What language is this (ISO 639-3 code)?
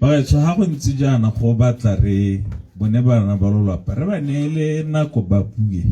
tsn